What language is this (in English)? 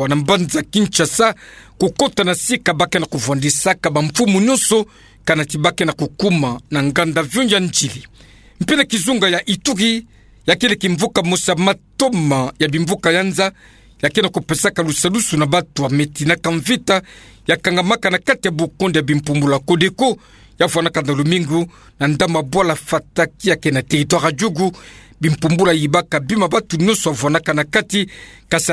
Kituba (Democratic Republic of Congo)